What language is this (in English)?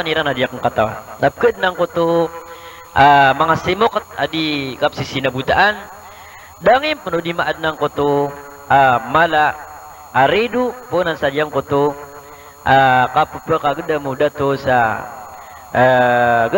Maranao